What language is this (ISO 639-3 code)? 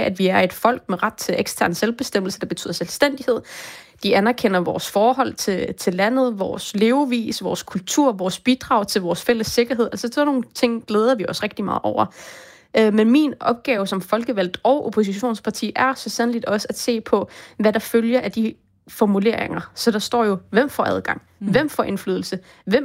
dan